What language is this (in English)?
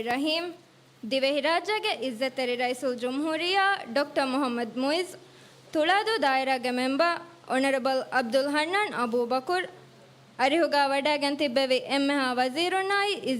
Divehi